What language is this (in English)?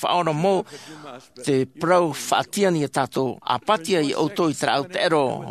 Tahitian